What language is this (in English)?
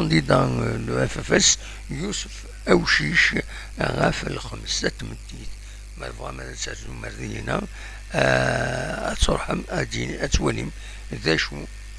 Kabyle